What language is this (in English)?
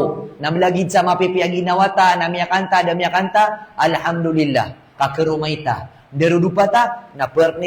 Maranao